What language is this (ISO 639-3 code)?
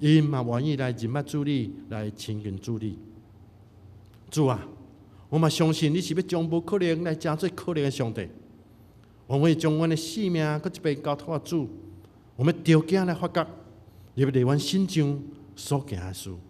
nan